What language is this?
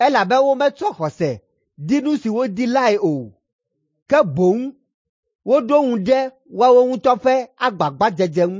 Ewe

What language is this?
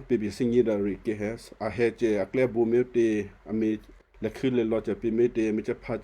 Western Kayah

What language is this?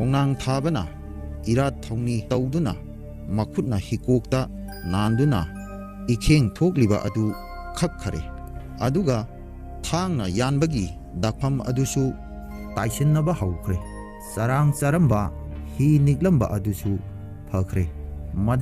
Manipuri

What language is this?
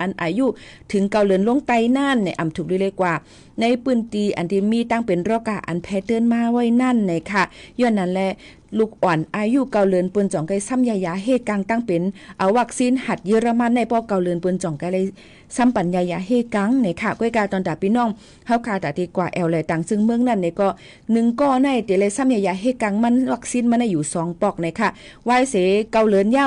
Shan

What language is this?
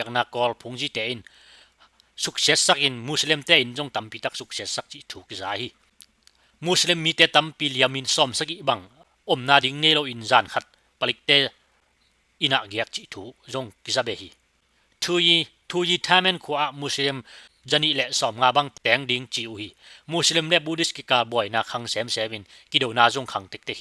Tedim Chin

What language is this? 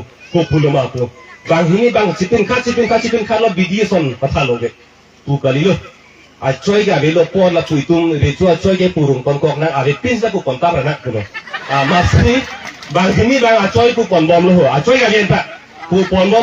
Karbi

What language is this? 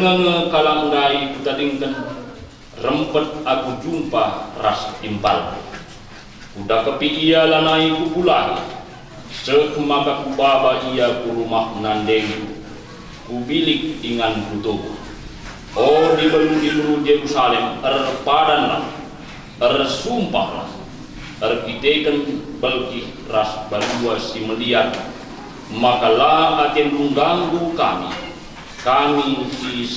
Batak Karo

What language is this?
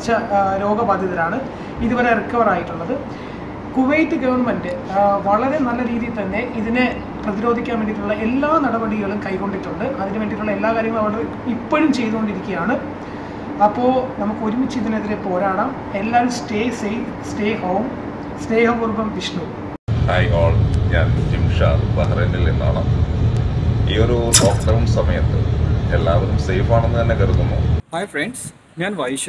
Malayalam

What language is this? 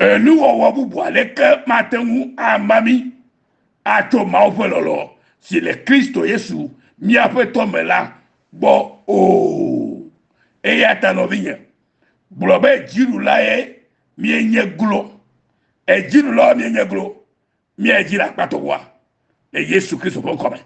Ewe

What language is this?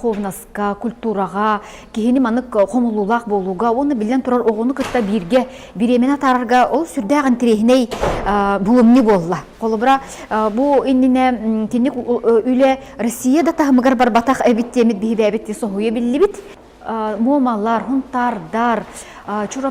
Yakut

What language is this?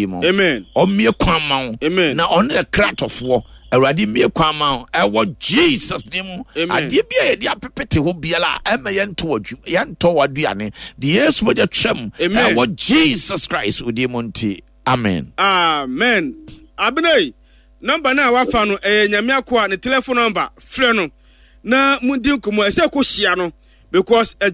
Akan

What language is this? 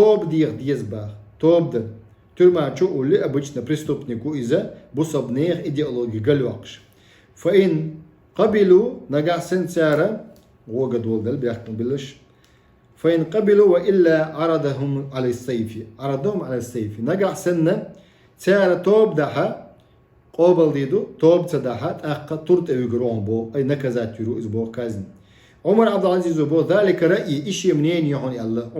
Chechen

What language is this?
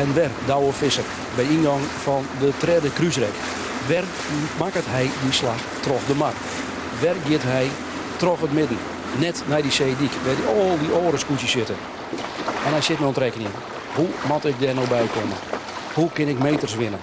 Western Frisian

